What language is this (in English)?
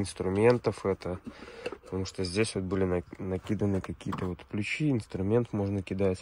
Russian